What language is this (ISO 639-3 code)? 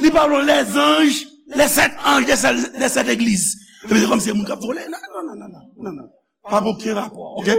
hat